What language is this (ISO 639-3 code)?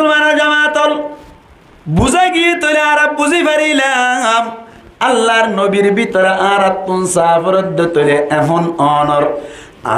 rhg